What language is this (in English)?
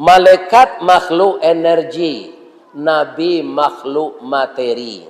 Minangkabau